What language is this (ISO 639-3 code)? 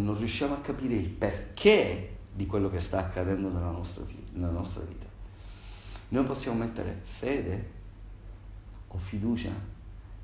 ita